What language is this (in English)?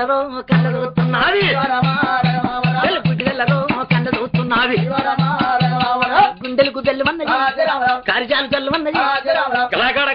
Telugu